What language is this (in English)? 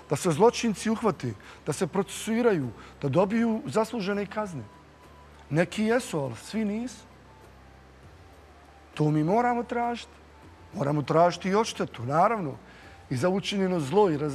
Bosnian